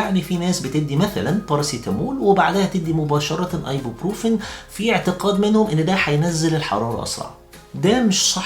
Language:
Egyptian Arabic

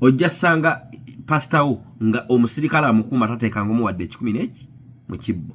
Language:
Ganda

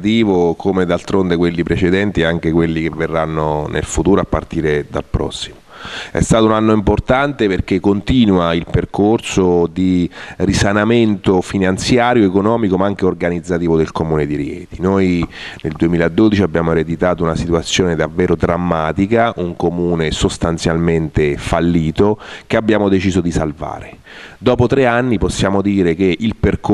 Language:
Italian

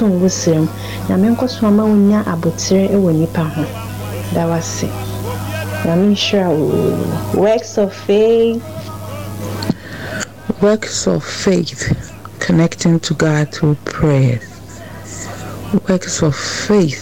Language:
Akan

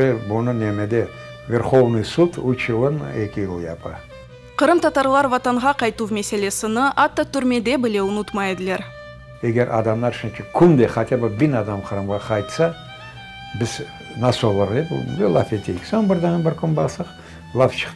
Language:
Crimean Tatar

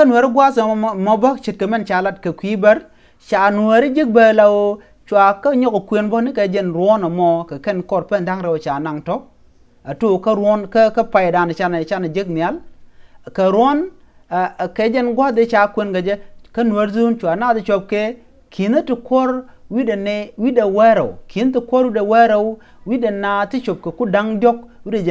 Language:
Nuer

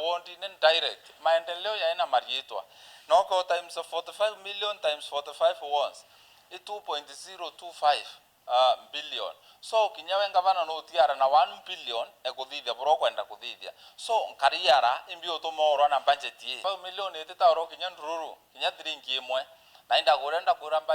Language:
Meru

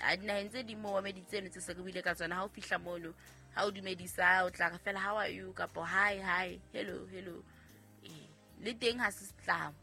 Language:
Southern Sotho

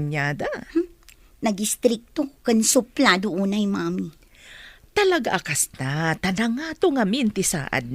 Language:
Iloko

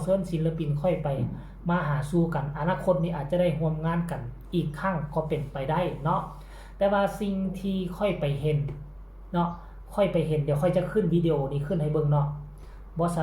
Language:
Northeastern Thai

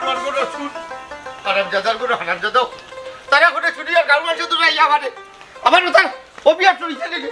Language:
Sylheti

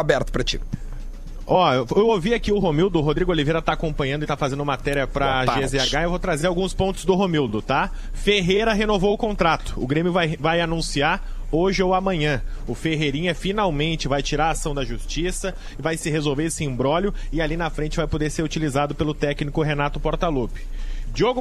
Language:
Portuguese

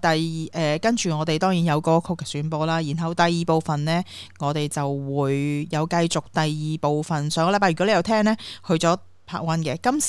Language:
Cantonese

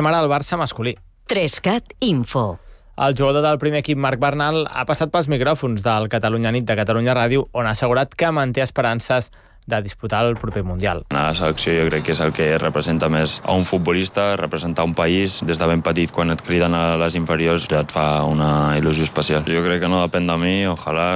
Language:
Catalan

